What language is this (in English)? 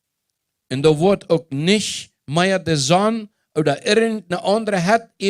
Plautdietsch